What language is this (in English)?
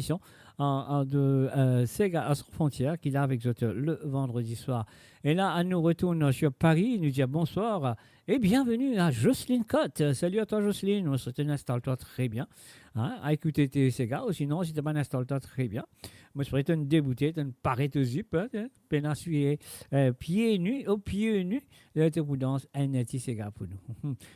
Morisyen